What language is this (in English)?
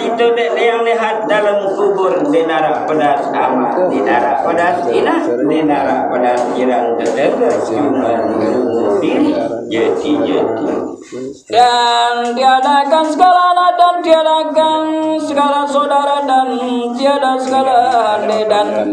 Sasak